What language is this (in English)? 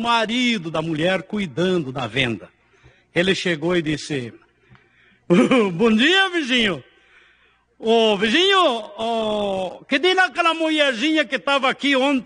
Portuguese